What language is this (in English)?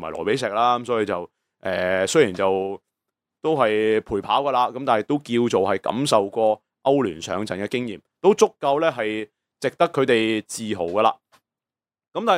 Cantonese